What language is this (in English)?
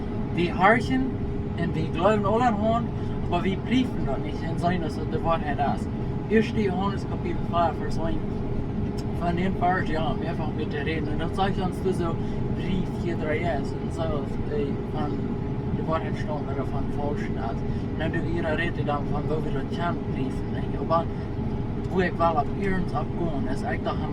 Plautdietsch